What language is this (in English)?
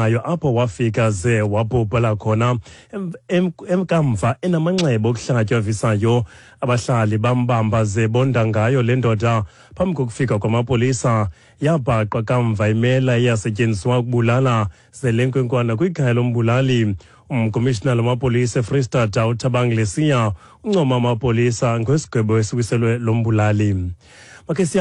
Xhosa